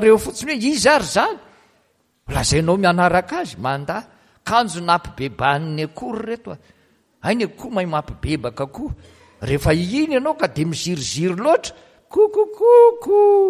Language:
Malagasy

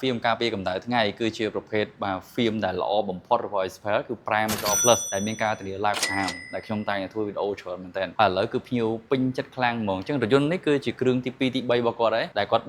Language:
Khmer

